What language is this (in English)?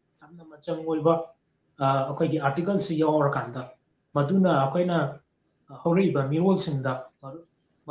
Manipuri